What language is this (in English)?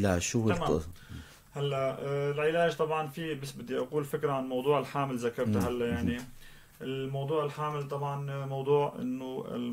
North Levantine Arabic